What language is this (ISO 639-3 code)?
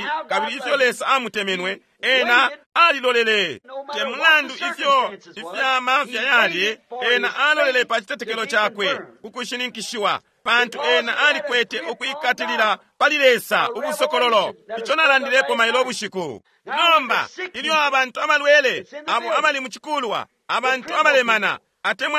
bem